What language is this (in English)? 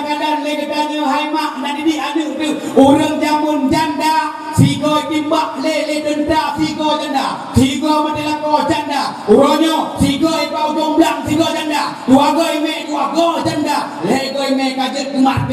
Achinese